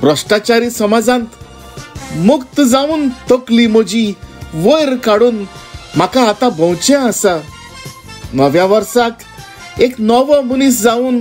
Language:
Konkani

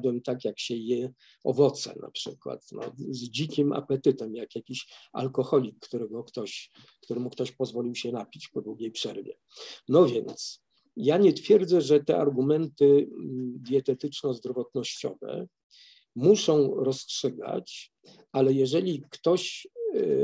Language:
Polish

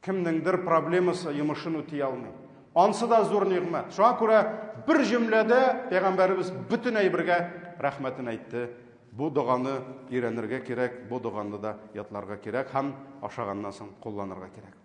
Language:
Tatar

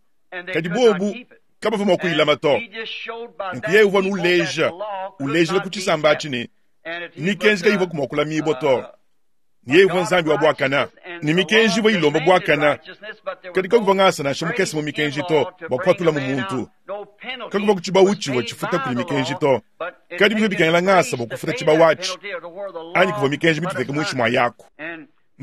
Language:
Luba-Lulua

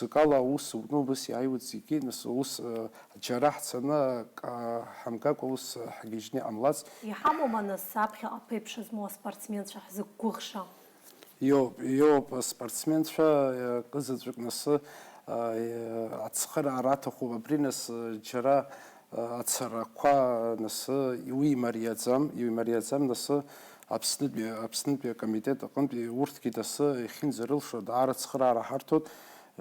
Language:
Abkhazian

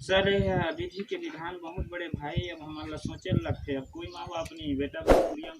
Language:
Chhattisgarhi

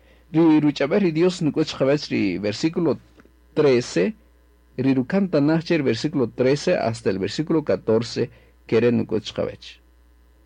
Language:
Kaqchikel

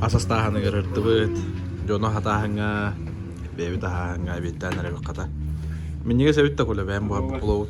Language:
Yakut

